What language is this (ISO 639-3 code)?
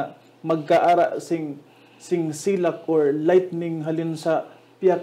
hil